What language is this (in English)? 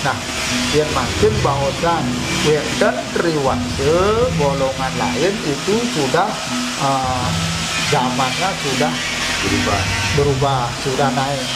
Balinese